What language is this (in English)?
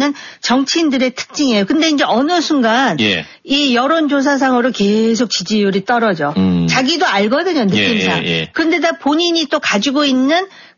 Korean